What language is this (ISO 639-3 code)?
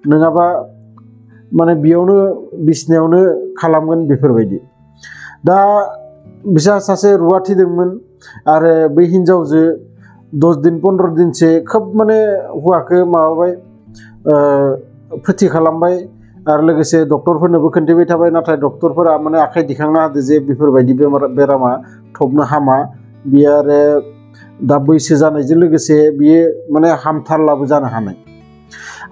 brx